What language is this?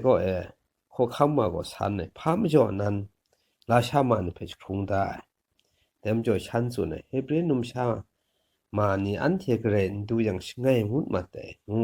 Kachin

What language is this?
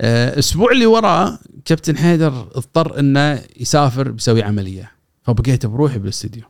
Gulf Arabic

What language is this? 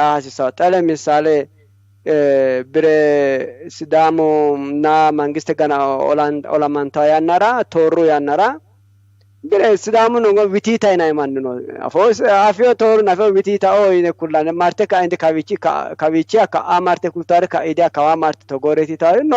Sidamo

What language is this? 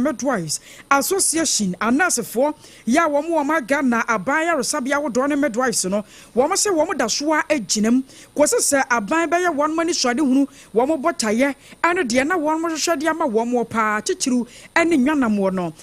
Akan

